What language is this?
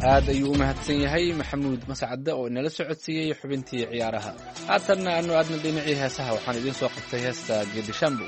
Somali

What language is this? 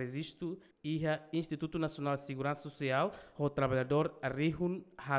Tetum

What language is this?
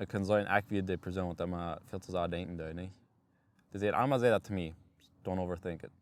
Plautdietsch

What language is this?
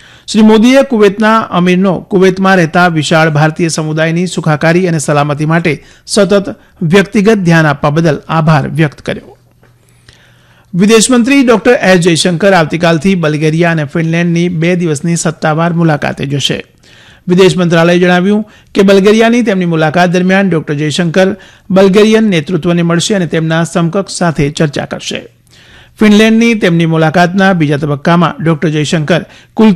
Gujarati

